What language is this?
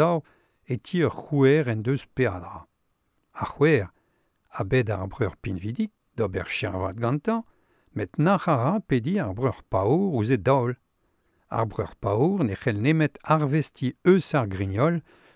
Breton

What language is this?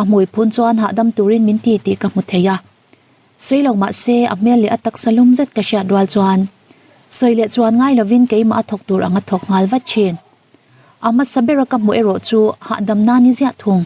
Mizo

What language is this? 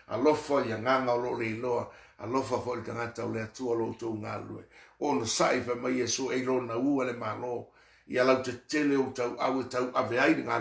Samoan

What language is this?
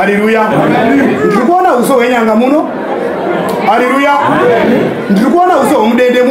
Shona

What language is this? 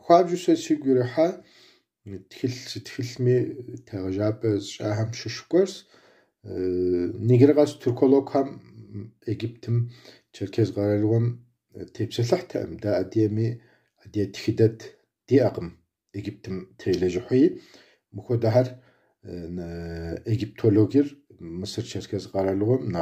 Kabardian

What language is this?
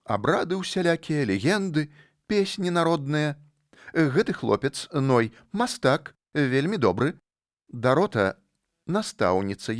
Belarusian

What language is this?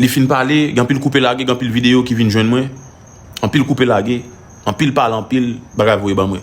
Haitian Creole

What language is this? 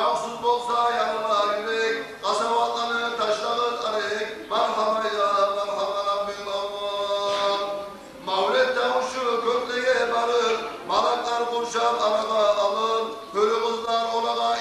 Kumyk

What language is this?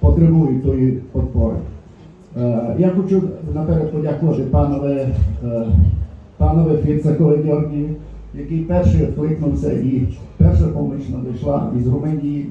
Rusyn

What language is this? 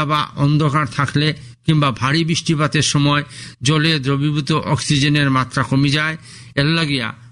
Bangla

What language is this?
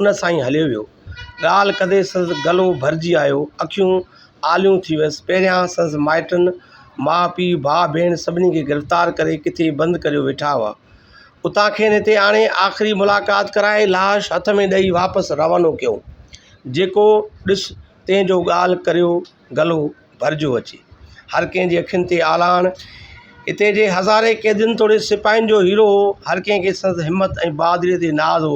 Sindhi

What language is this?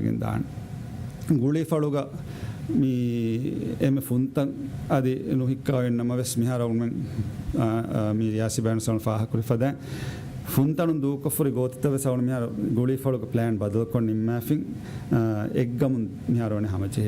Divehi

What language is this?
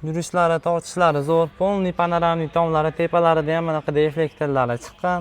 Uzbek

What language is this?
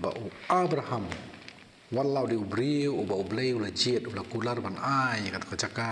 Khasi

